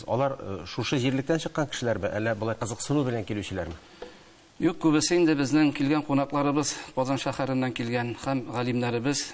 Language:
Tatar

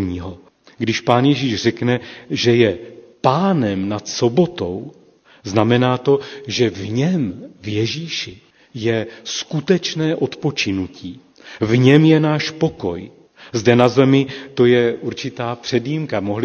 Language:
Czech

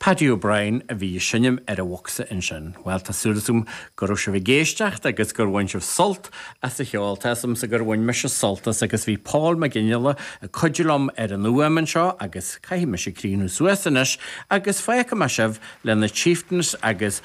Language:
Irish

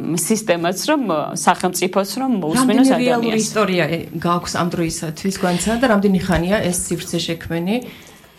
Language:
Georgian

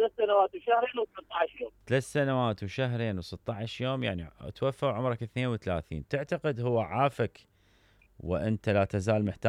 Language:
Mesopotamian Arabic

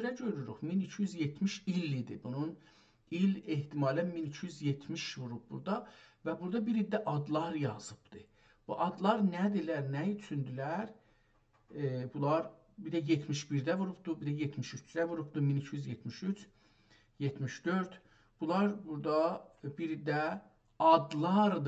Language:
South Azerbaijani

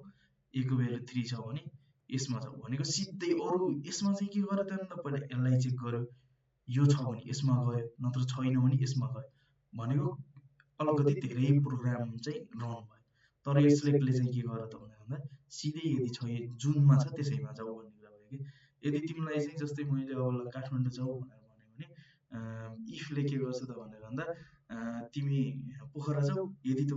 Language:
Nepali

